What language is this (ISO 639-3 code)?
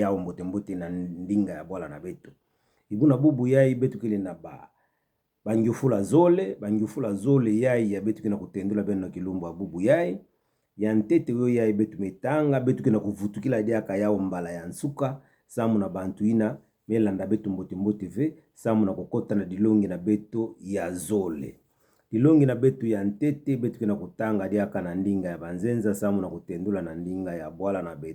ktu